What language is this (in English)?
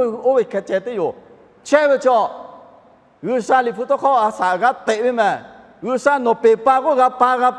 Lahu